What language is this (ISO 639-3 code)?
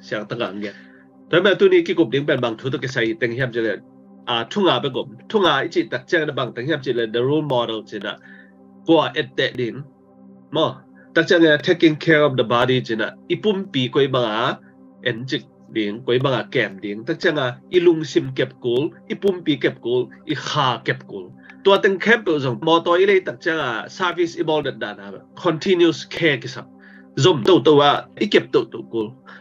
ctd